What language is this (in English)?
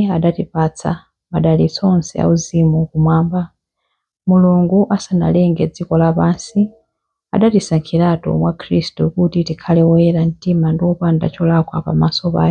Nyanja